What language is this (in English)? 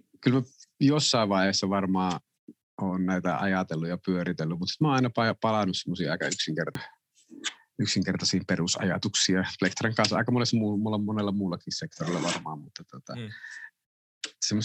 Finnish